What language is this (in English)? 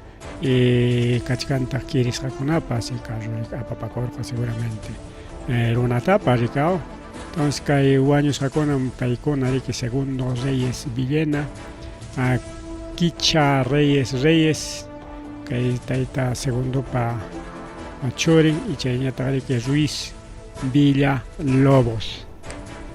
Ayacucho Quechua